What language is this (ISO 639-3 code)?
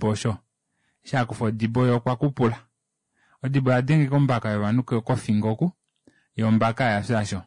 kua